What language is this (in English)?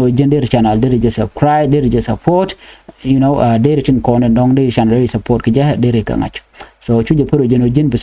Nuer